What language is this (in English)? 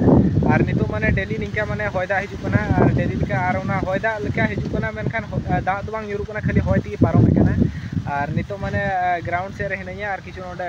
Santali